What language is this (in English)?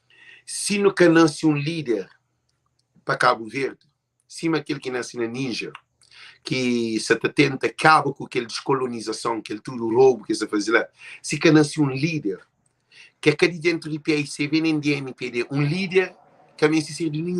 Kabuverdianu